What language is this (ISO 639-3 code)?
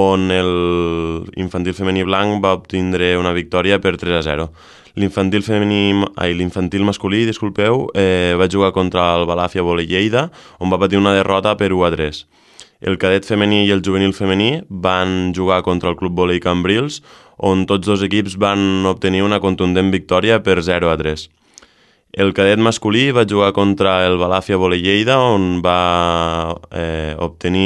cat